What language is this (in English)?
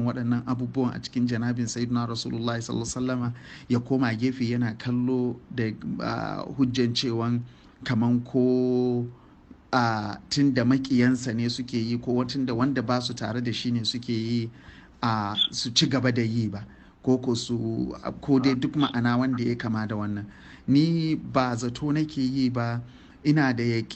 Hausa